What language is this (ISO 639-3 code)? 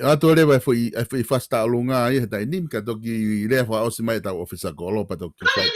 ton